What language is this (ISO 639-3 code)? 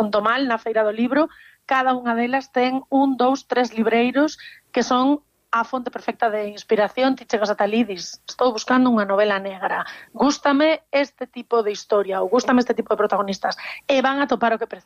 glg